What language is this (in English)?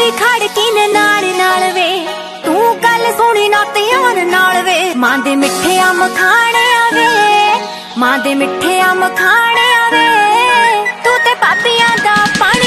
Punjabi